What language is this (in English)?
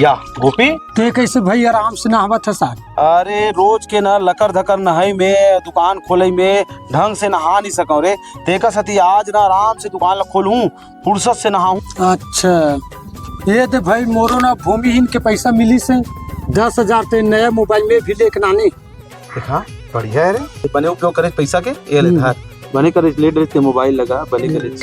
Chhattisgarhi